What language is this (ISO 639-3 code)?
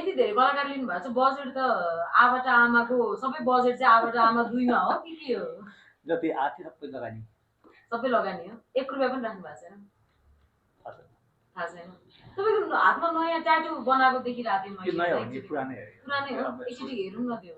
nep